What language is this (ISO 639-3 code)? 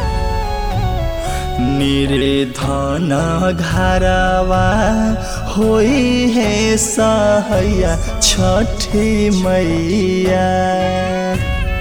bho